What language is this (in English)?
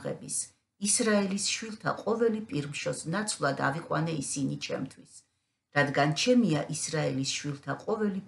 Georgian